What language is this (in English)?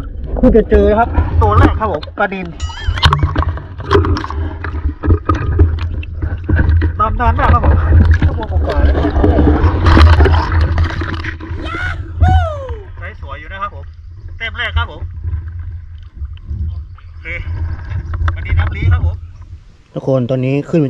Thai